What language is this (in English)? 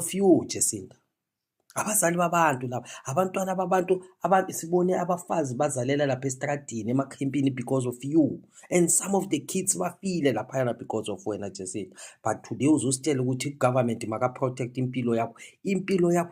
Zulu